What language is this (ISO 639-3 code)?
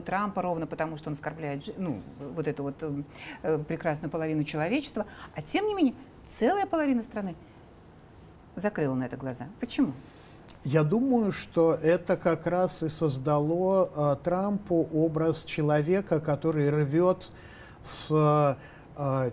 rus